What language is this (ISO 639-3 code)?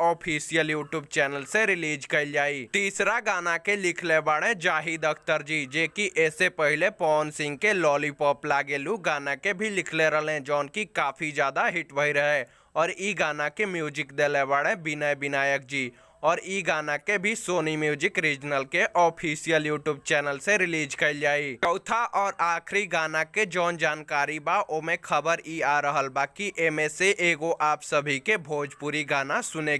bho